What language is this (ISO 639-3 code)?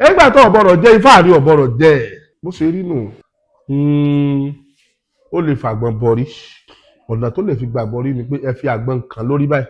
yor